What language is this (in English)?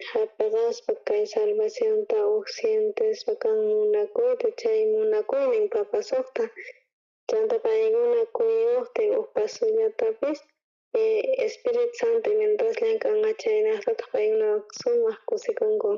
South Bolivian Quechua